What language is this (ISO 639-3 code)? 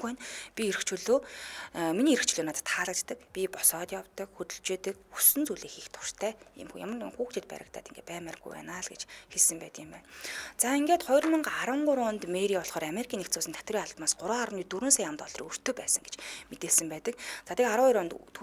mon